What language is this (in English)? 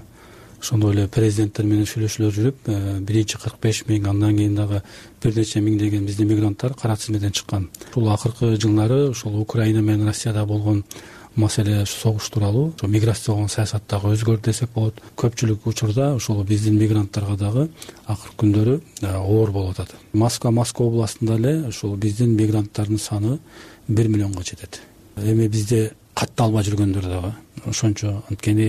Kyrgyz